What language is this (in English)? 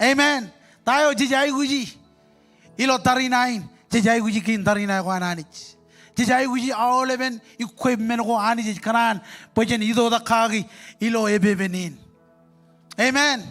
Marshallese